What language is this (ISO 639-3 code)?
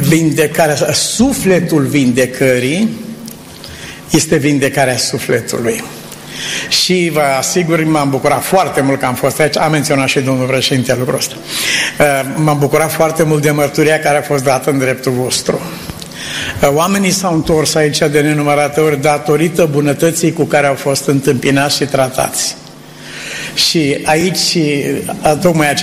ron